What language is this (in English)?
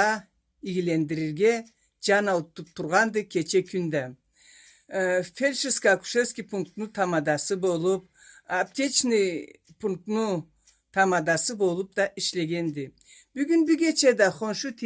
Karachay-Balkar